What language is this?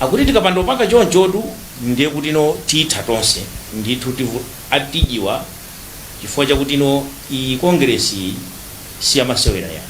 Nyanja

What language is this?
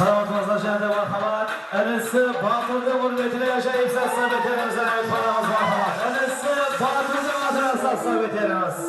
Kara-Kalpak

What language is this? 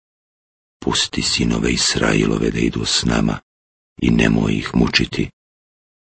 Bosnian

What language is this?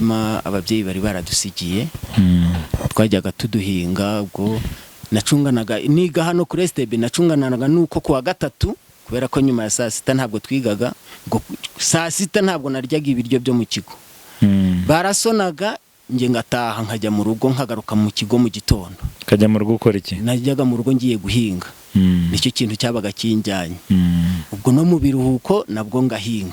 Kinyarwanda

